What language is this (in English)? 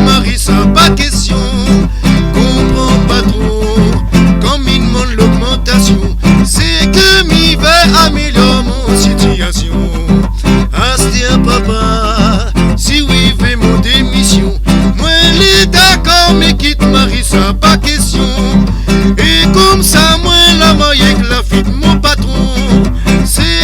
Réunion Creole French